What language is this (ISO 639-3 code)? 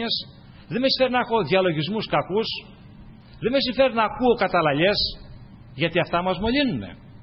ell